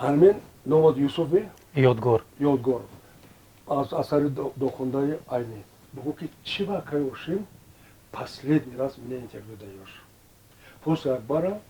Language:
Tajik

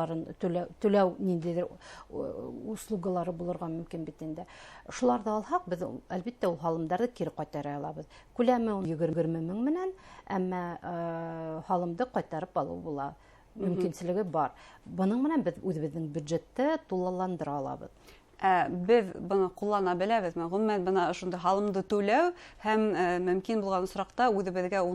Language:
Bashkir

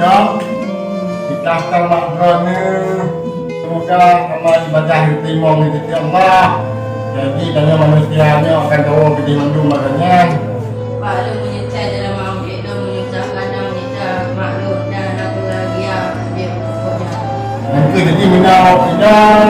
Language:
Achinese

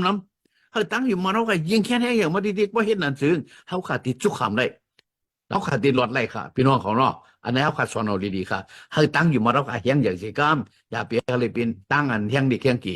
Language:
Shan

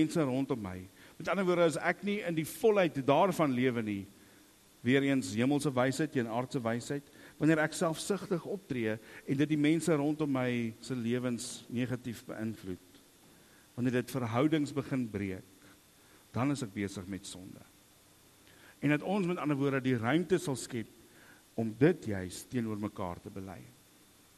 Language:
Afrikaans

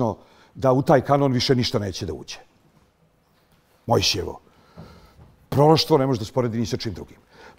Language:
Bosnian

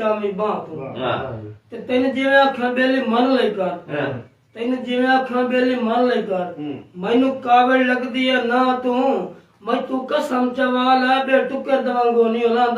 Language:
Saraiki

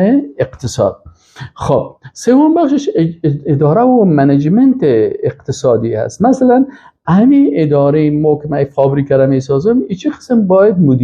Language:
Persian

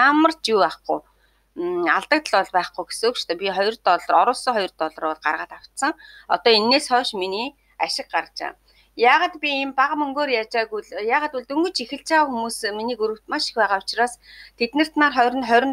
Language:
Mongolian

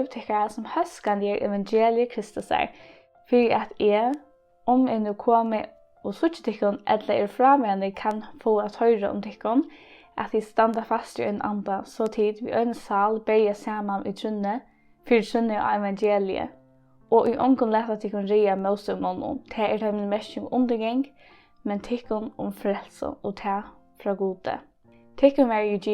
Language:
Faroese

